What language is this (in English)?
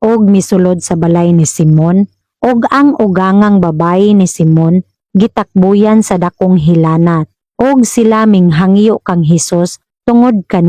Cebuano